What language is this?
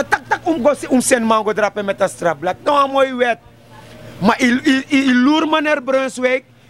Sranan Tongo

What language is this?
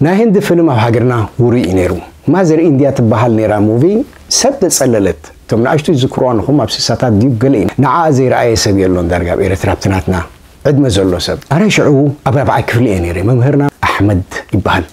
Tigrinya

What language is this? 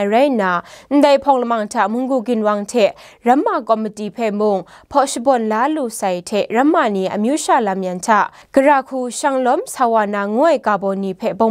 Kachin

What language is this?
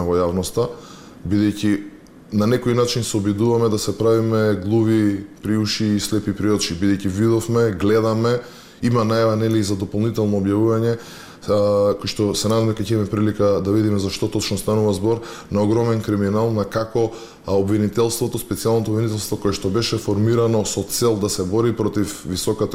Macedonian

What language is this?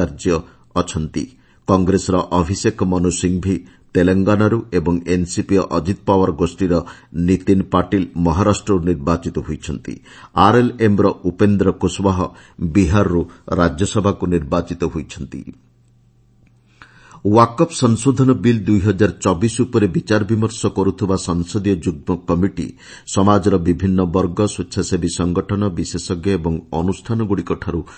Odia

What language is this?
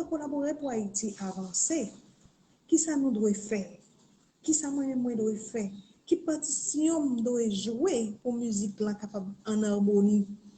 Haitian Creole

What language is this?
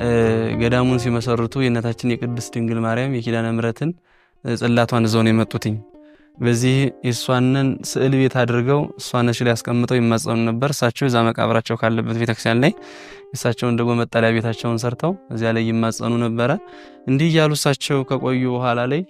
Amharic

